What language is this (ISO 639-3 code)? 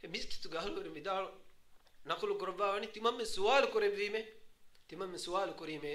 div